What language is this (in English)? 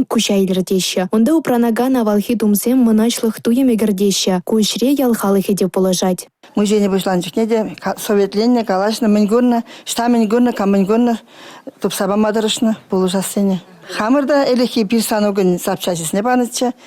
Chuvash